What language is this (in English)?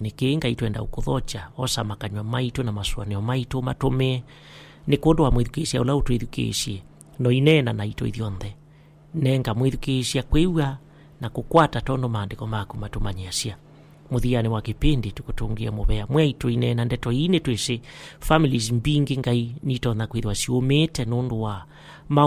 Kamba